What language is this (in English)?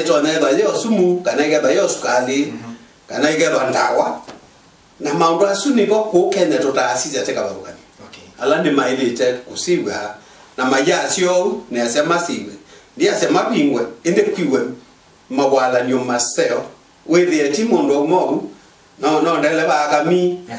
Kamba